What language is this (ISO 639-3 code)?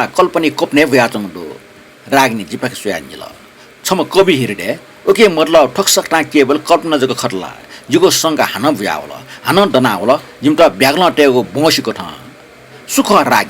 new